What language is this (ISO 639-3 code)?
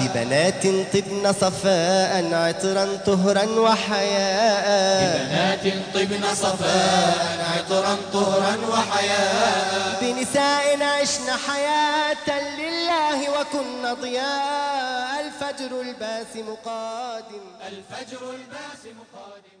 bos